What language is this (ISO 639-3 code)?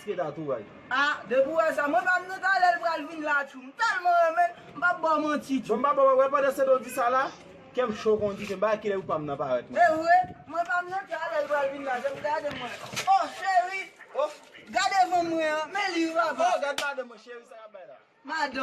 hat